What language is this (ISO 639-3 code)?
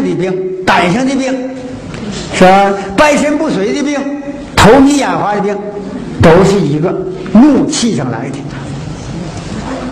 zho